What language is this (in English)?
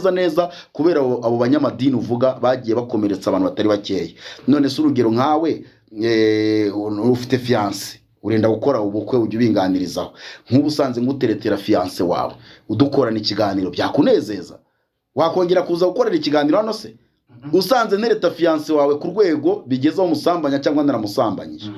Kinyarwanda